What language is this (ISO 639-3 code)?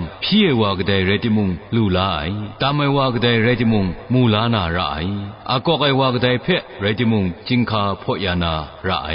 kac